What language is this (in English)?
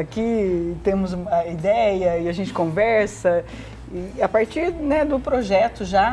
Portuguese